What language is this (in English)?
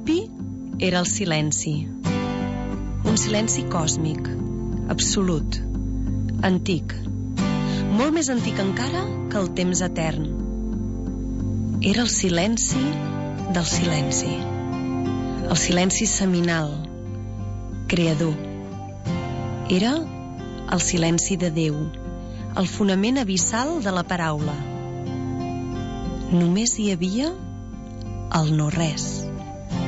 Catalan